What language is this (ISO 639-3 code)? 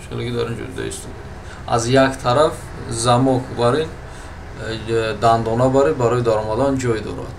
tgk